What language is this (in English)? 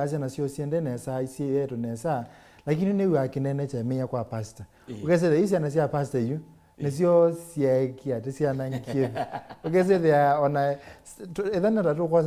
Kamba